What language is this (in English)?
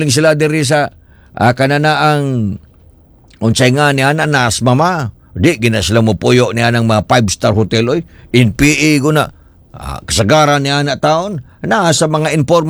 Cebuano